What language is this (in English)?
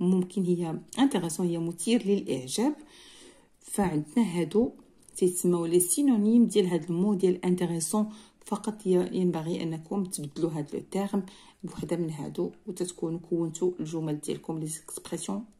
Moroccan Arabic